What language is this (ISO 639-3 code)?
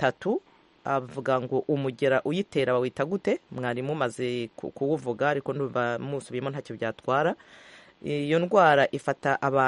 kin